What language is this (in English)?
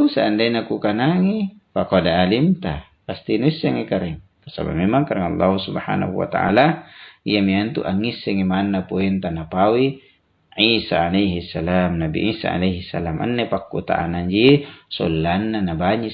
Makasar